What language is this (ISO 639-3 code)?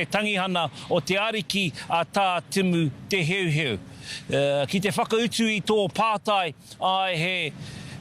mri